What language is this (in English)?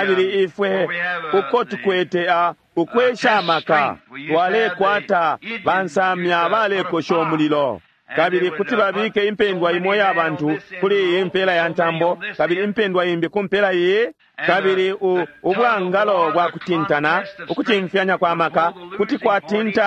Bemba